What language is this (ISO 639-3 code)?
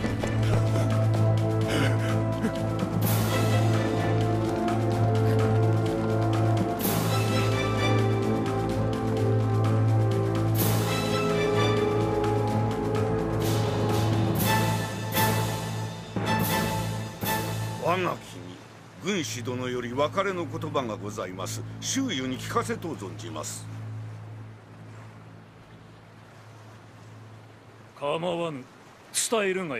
jpn